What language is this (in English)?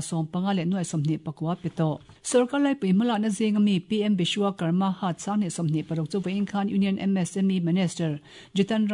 Mizo